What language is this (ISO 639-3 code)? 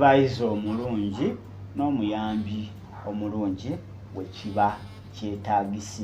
lug